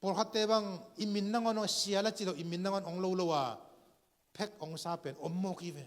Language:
Tedim Chin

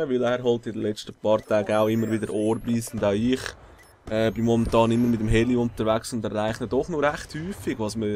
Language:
Swiss German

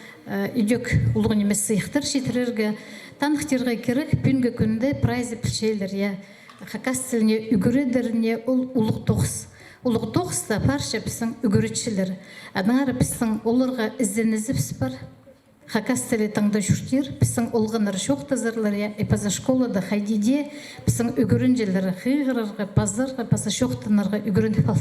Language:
Khakas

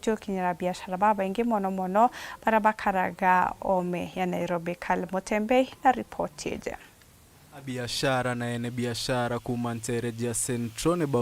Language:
Meru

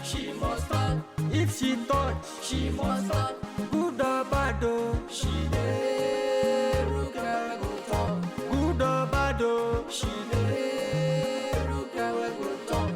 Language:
Nigerian Pidgin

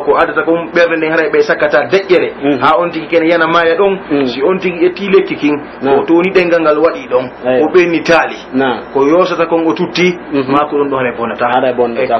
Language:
Pular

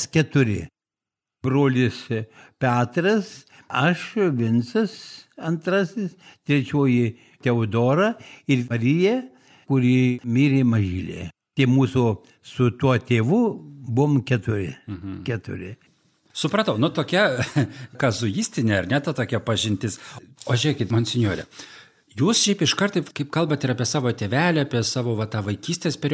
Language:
Lithuanian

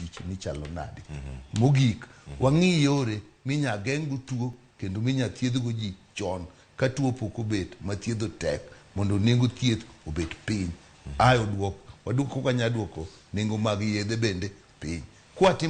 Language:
Luo (Kenya and Tanzania)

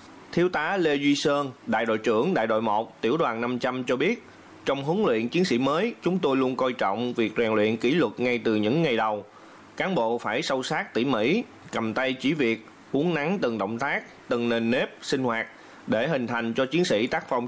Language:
Vietnamese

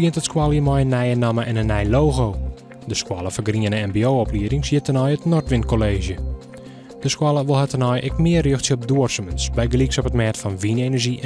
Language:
Western Frisian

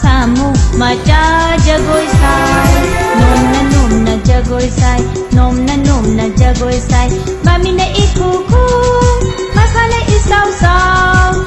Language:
Manipuri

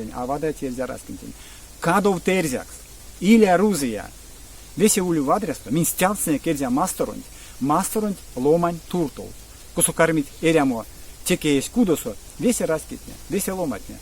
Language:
Erzya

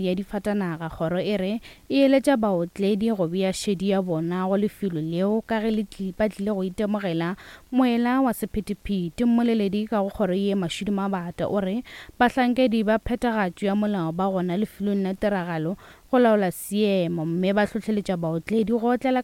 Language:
Northern Sotho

